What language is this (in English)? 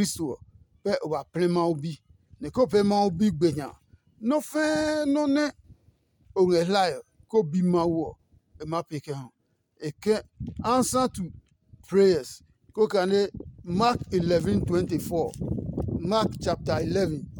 Adangme